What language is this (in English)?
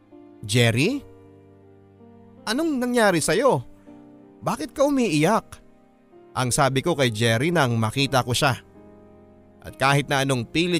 Filipino